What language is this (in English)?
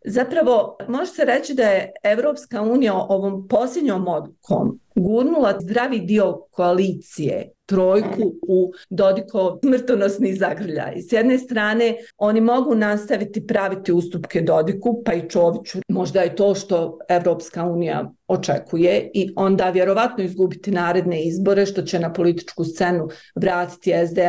Bosnian